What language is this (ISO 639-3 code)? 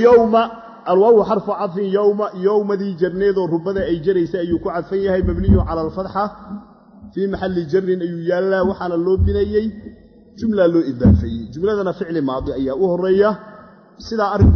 som